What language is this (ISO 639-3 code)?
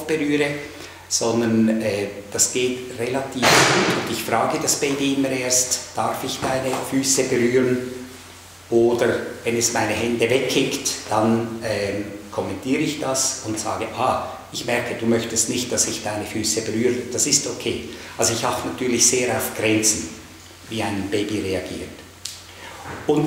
deu